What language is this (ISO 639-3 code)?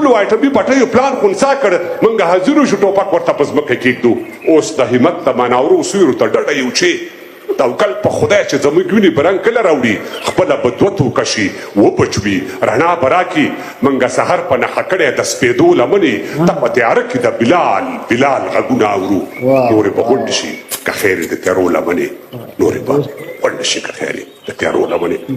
pus